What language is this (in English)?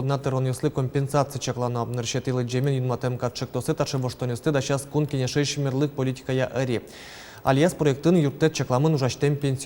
Udmurt